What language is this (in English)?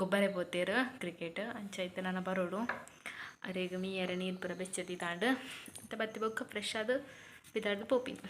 Tulu